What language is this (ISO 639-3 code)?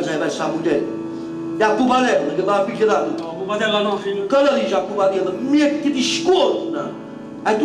nap